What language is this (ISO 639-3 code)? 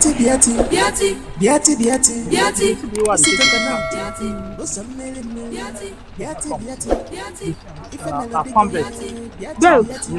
pcm